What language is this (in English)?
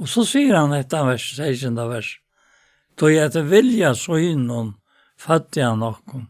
Faroese